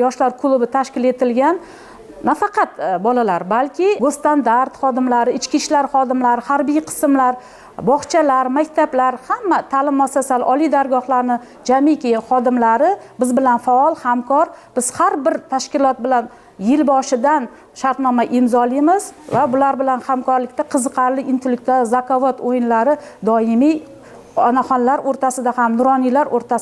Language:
Uzbek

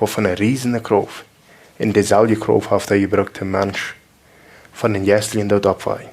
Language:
Plautdietsch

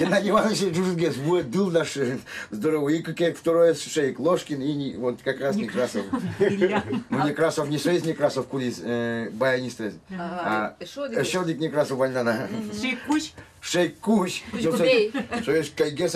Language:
Udmurt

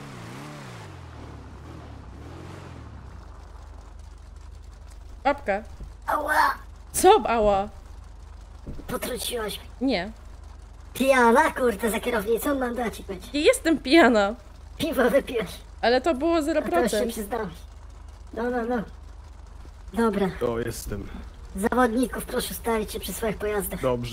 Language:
Polish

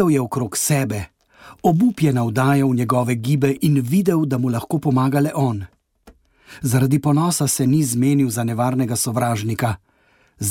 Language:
Slovenian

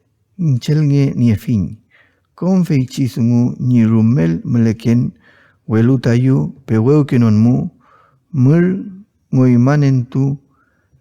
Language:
Mapuche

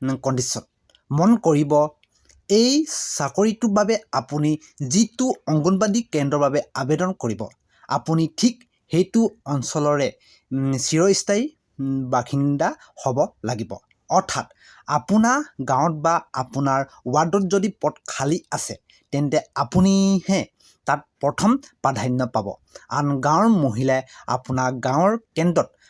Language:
Assamese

